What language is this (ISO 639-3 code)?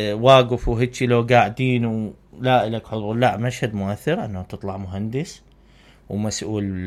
acm